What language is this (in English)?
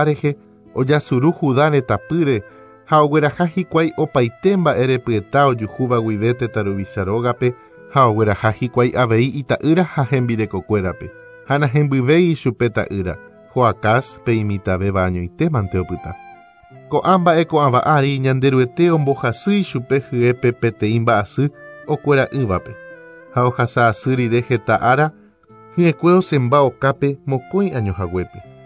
Guarani